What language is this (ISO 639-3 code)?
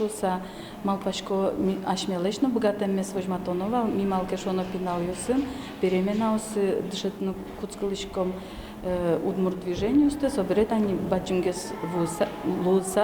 udm